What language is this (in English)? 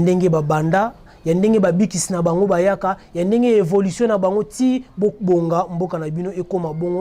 Lingala